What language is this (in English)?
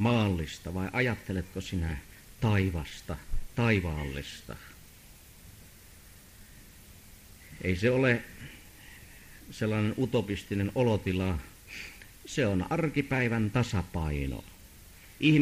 Finnish